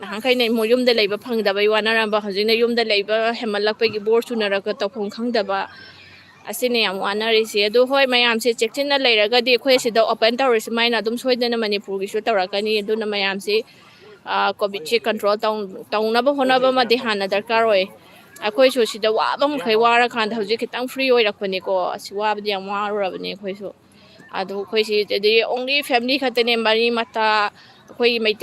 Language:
Manipuri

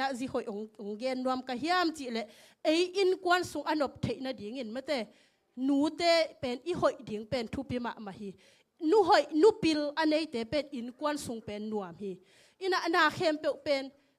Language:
Tedim Chin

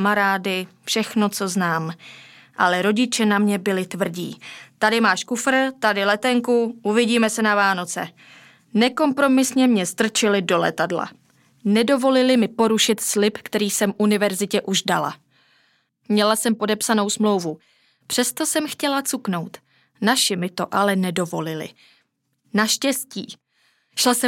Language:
Czech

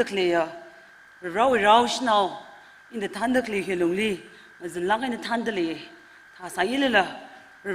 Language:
Tangkhul Naga (India)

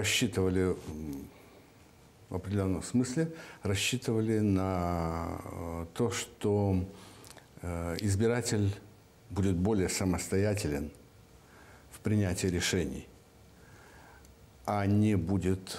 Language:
Russian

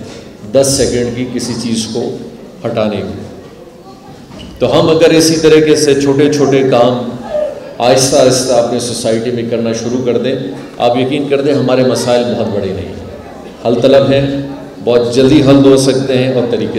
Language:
Urdu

